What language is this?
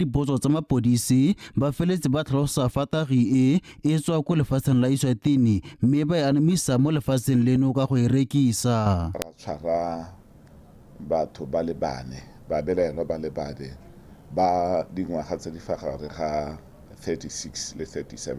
Tswana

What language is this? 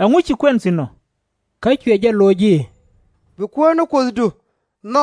Nuer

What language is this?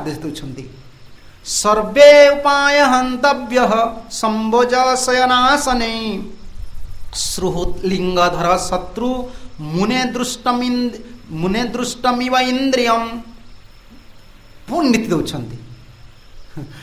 Odia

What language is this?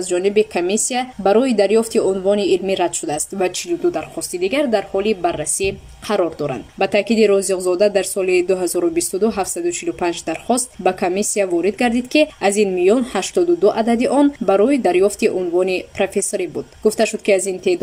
Tajik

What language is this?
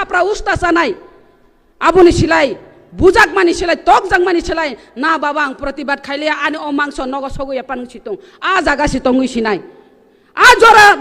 Kok Borok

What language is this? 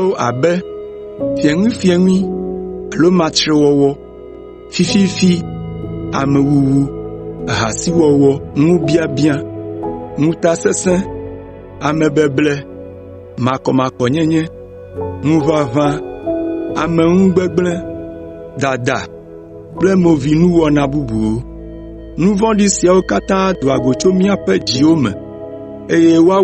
Ewe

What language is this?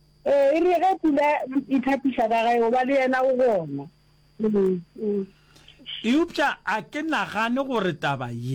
Northern Sotho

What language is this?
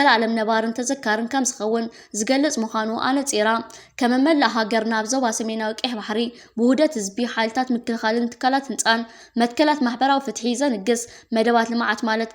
Tigrinya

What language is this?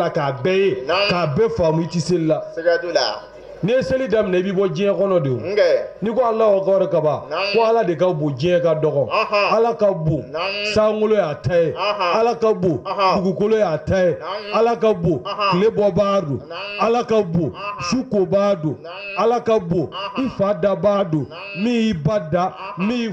Bambara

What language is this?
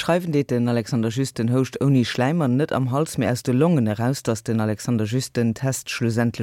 Luxembourgish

